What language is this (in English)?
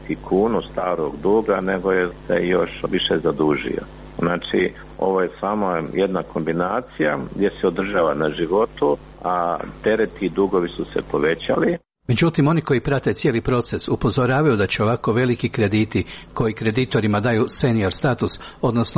Croatian